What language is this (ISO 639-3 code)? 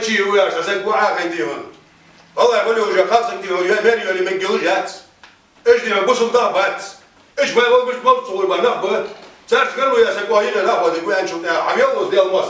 inh